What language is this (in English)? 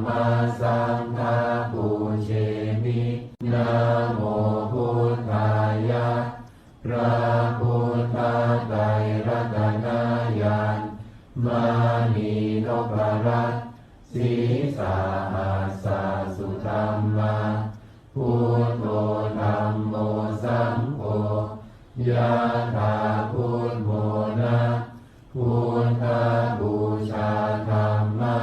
Pali